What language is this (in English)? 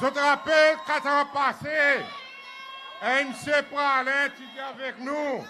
Seselwa Creole French